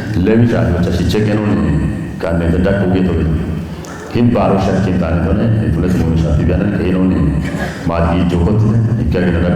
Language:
Kafa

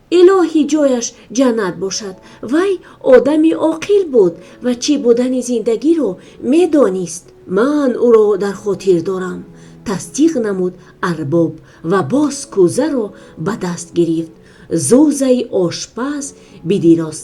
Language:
Tajik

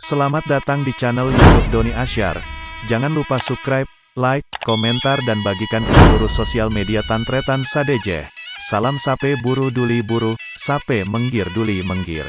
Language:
Madurese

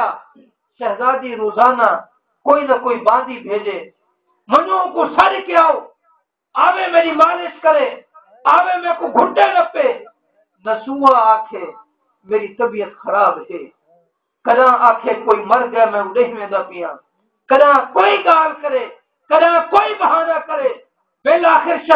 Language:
Saraiki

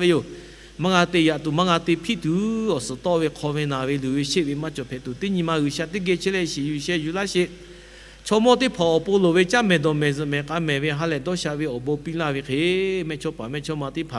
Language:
Lahu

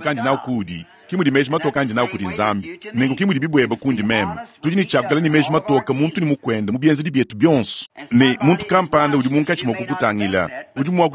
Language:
Luba-Lulua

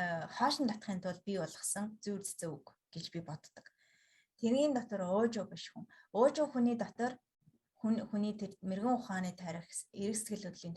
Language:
Mongolian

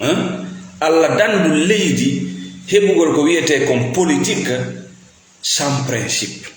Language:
Fula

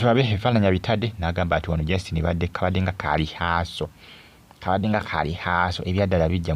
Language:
Ganda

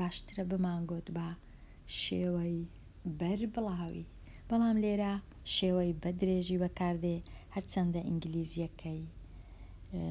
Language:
Central Kurdish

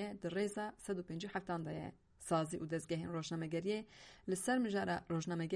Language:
Kurdish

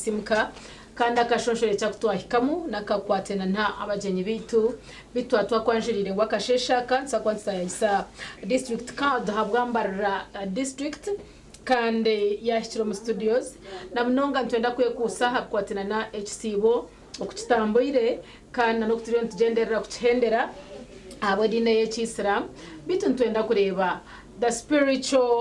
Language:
Nyankole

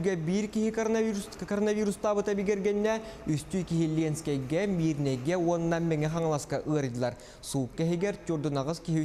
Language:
Yakut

